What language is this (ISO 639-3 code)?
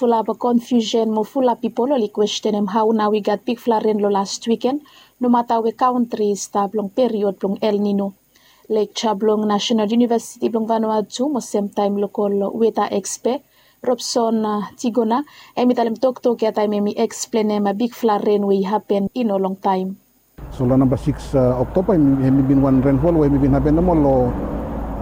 bis